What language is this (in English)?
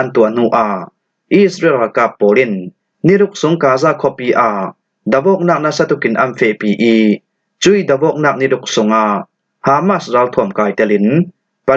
Falam Chin